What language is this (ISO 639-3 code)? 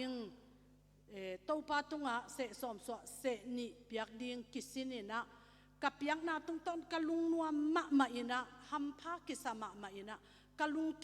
ctd